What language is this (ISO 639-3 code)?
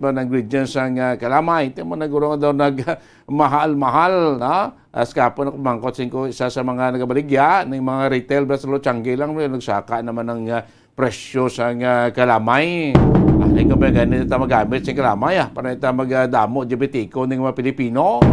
hil